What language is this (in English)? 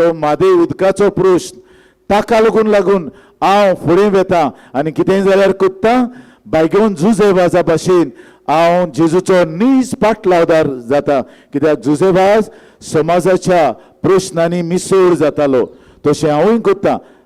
Konkani